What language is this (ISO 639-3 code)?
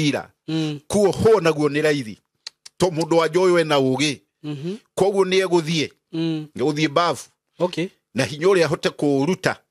kik